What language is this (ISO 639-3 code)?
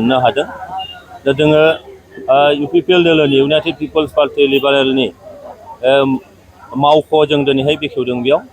brx